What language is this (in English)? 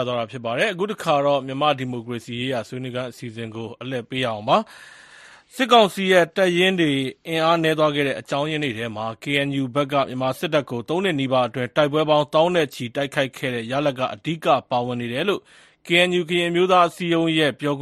Burmese